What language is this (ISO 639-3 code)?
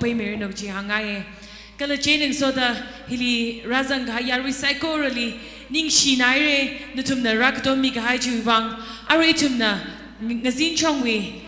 nmf